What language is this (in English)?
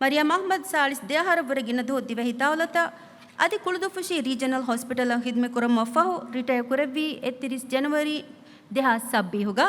Divehi